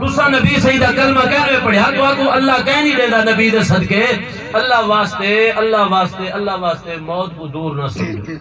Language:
Saraiki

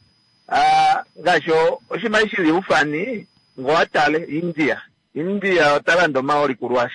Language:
Kuanyama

